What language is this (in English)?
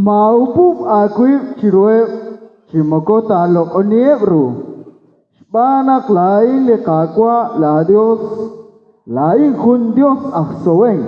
Kekchí